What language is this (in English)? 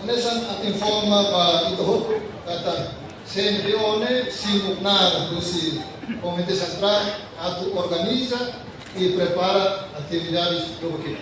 Tetum